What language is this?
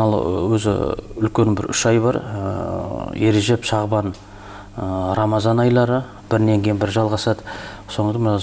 Kazakh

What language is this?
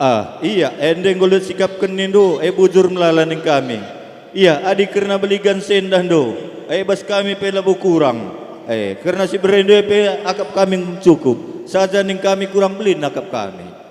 Batak Karo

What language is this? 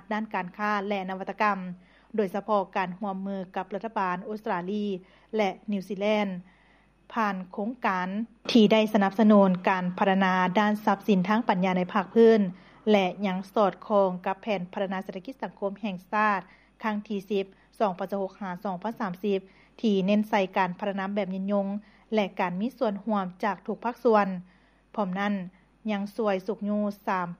Lao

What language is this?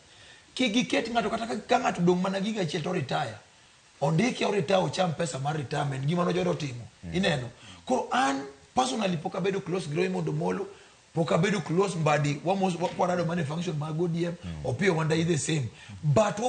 Luo (Kenya and Tanzania)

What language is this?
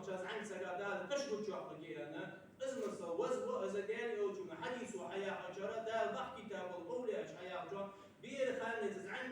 Ingush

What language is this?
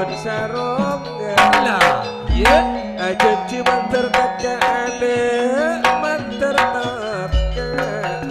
Madurese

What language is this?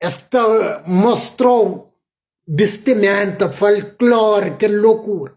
Kabuverdianu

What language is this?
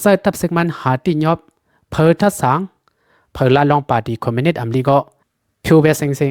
Lao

